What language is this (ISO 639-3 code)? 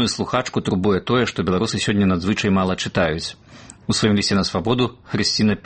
bel